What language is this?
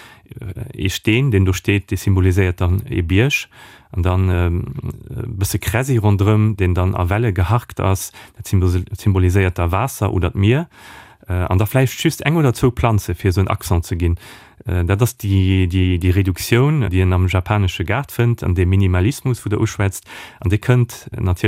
Luxembourgish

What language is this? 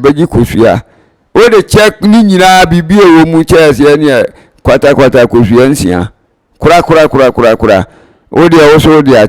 Akan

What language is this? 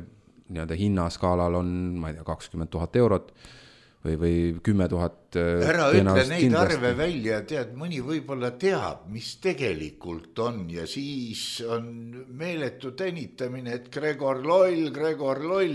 Estonian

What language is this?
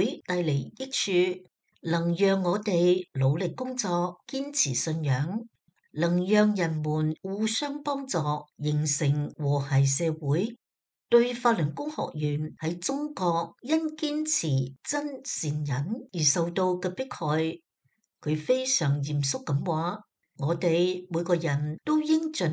Cantonese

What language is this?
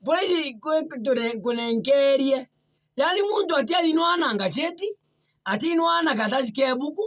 Meru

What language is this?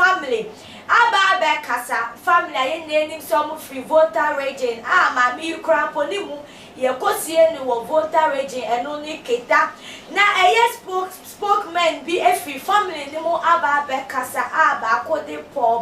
Akan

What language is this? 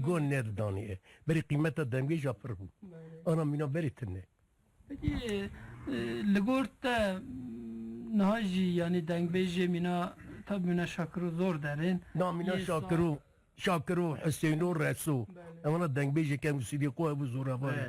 Kurdish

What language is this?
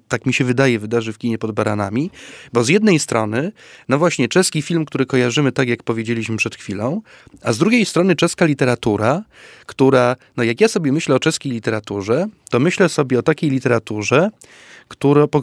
Polish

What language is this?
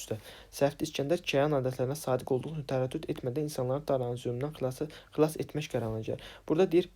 Azerbaijani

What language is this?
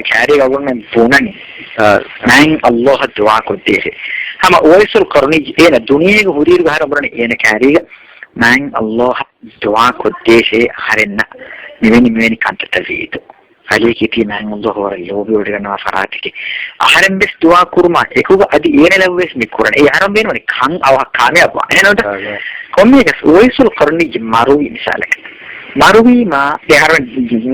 Divehi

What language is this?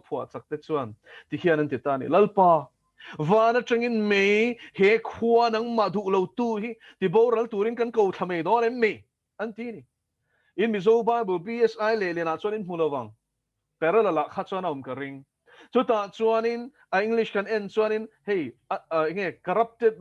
Mizo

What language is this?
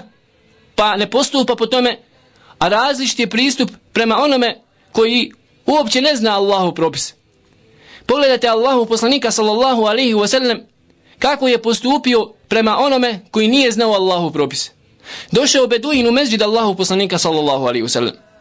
Bosnian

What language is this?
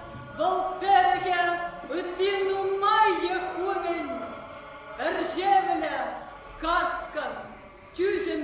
Chuvash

